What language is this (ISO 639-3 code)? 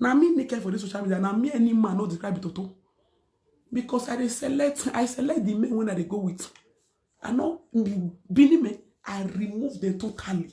pcm